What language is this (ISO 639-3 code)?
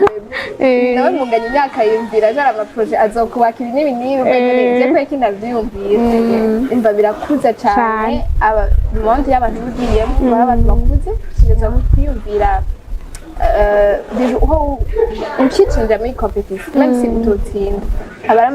run